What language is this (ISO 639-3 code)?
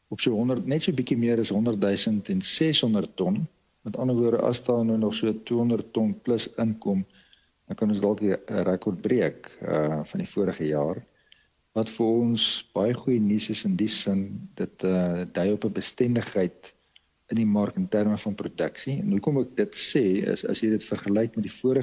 afr